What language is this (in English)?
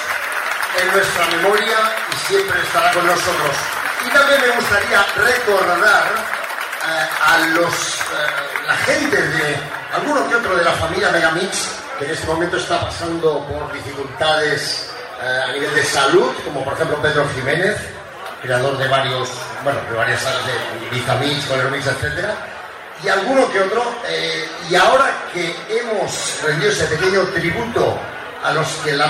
Spanish